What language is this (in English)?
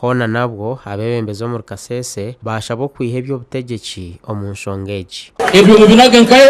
Nyankole